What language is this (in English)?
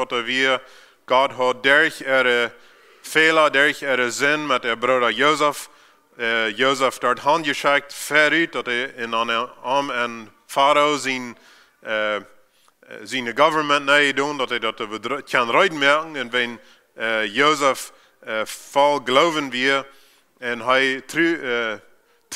Plautdietsch